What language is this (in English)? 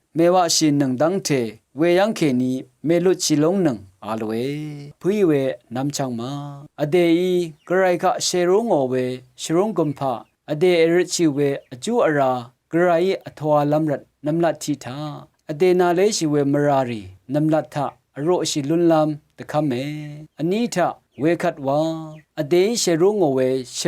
Rawang